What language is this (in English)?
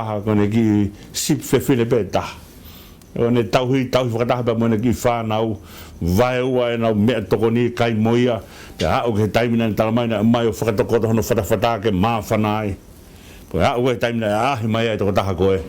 Tongan